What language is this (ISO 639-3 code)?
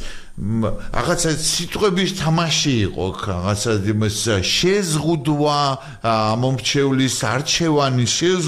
kat